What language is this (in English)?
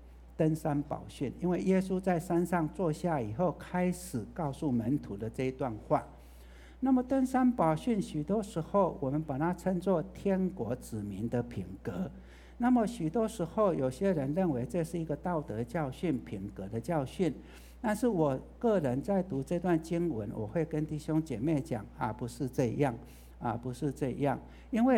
Chinese